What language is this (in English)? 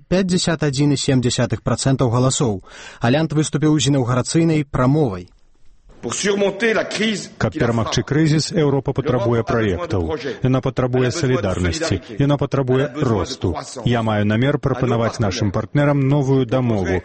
Belarusian